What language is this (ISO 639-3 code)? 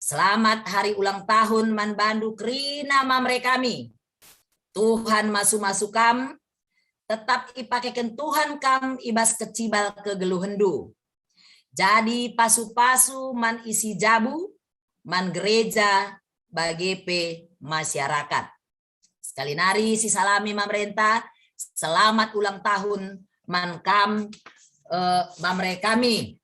btx